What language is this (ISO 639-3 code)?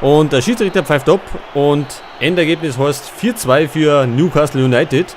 bar